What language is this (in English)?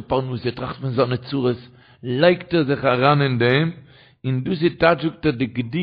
Yiddish